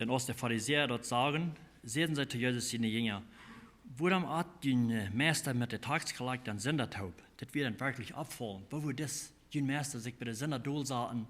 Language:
Plautdietsch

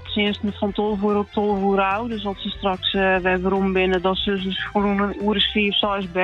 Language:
Western Frisian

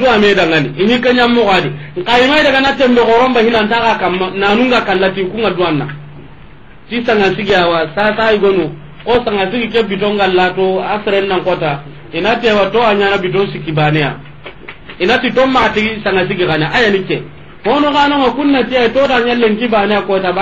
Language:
Soninke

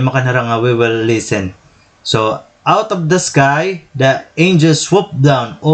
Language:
Waray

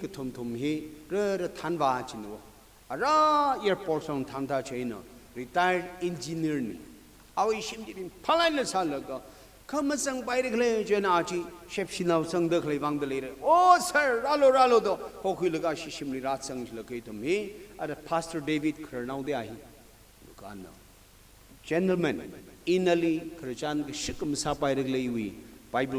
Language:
Tangkhul Naga (India)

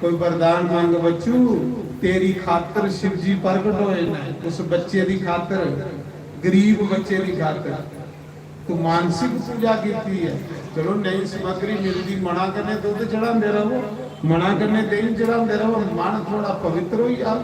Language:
Dogri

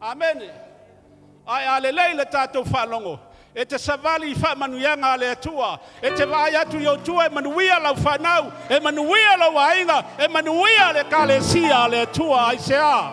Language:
Samoan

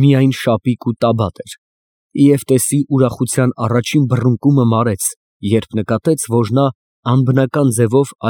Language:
Armenian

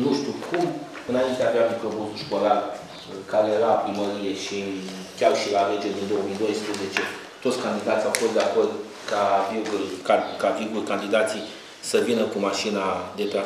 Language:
Romanian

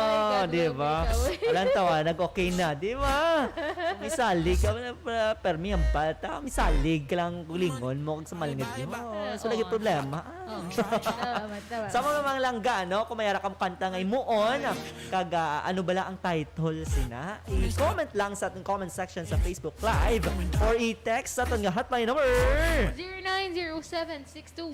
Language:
Hiligaynon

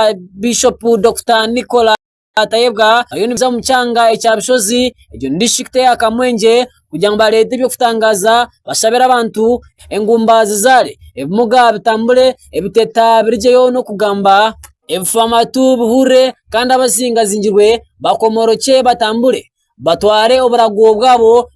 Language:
Nyankole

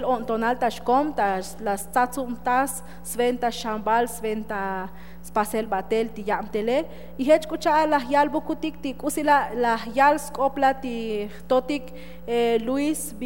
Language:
Tzotzil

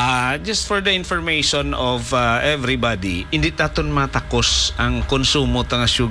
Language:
Hiligaynon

